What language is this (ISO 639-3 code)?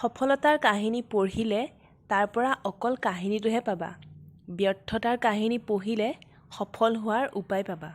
asm